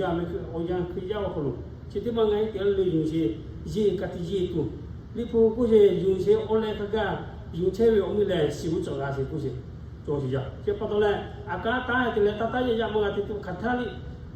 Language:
Lahu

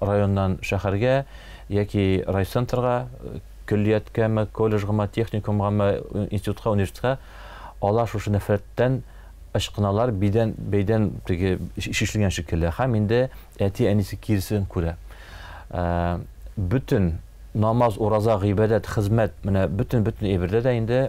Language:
Tatar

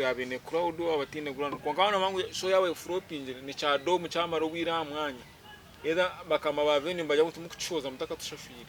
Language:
Nyankole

